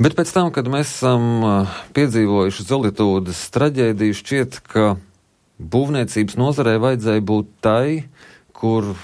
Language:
Latvian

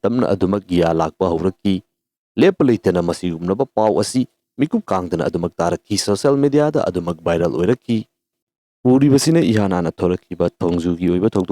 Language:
Manipuri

